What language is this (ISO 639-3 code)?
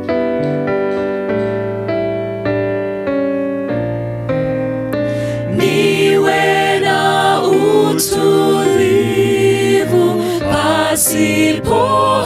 swa